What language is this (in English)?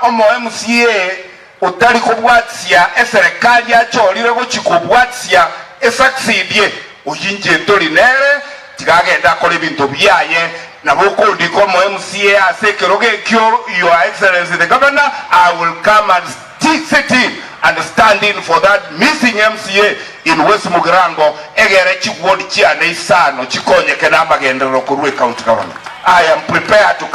Gusii